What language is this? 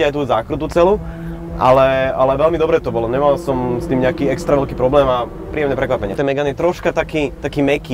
Slovak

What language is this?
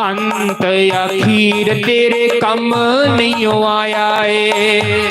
Dogri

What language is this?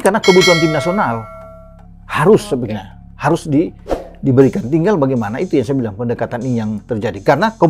Indonesian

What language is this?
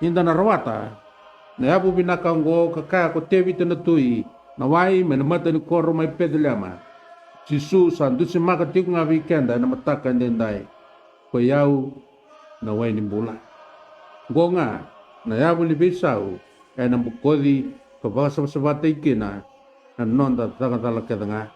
Fijian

